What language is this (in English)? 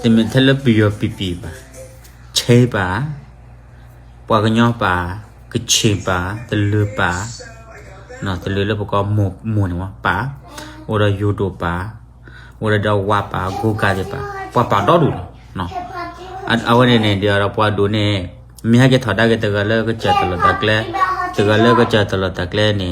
S'gaw Karen